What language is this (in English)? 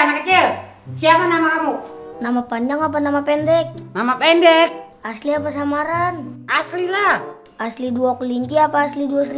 Betawi